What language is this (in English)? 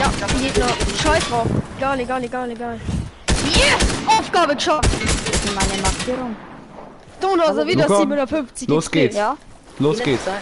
Bavarian